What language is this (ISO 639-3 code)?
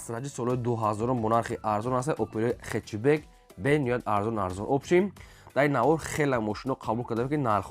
tgk